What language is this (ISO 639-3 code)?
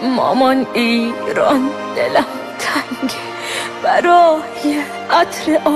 fas